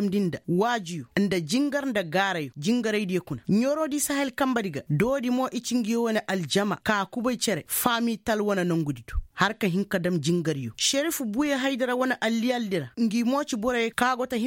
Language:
Koyraboro Senni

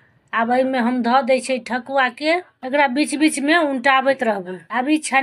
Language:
Maithili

